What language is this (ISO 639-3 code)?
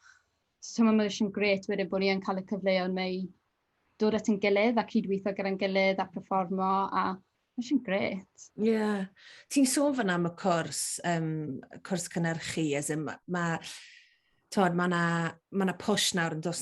cym